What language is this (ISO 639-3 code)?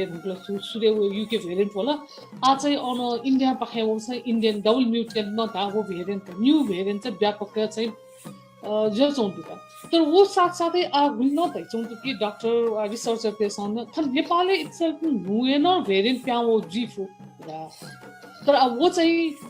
new